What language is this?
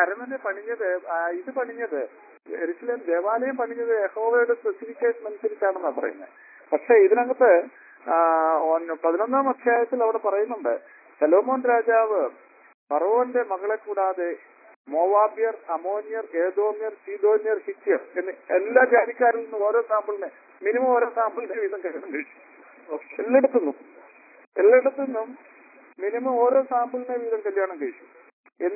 Malayalam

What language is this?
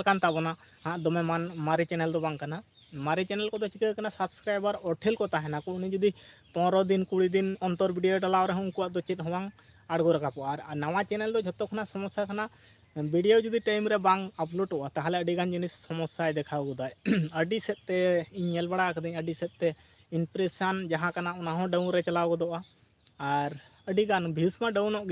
Santali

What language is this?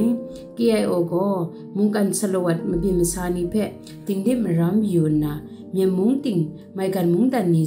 Kachin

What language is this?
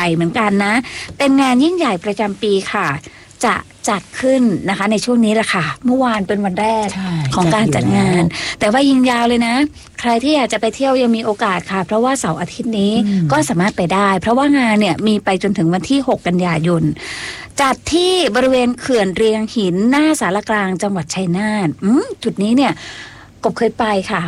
Thai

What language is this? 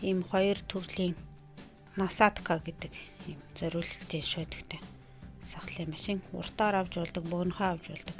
Mongolian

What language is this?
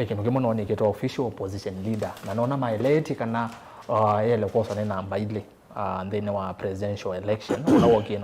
Kamba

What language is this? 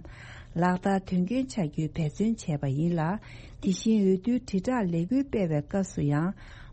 Tibetan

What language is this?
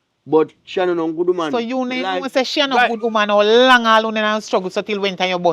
Jamaican Creole English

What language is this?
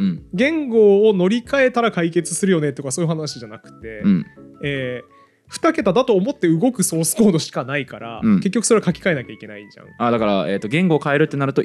Japanese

